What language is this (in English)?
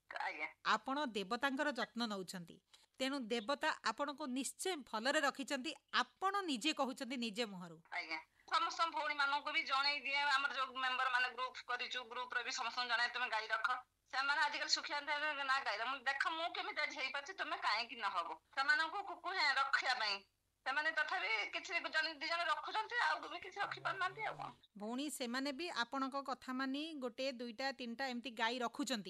Odia